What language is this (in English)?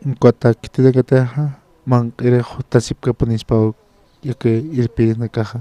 Aymara